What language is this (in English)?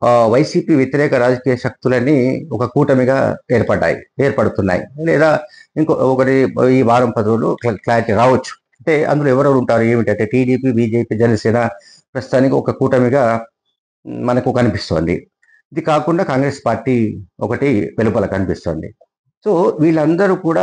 Telugu